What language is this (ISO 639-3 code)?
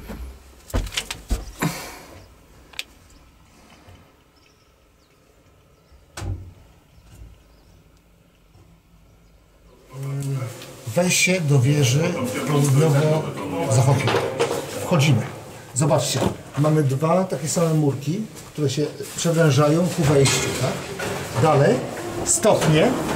pol